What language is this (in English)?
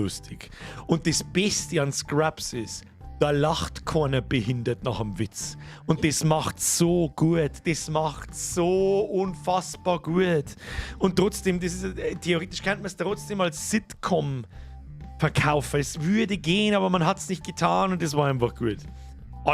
Bavarian